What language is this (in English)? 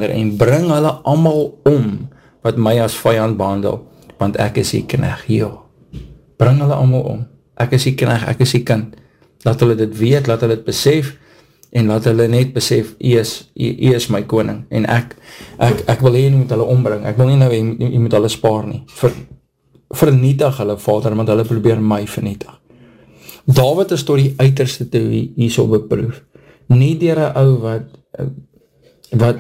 Afrikaans